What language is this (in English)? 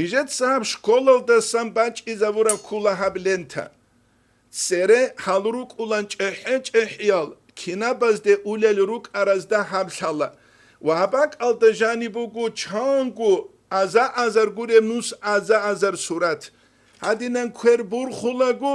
Avaric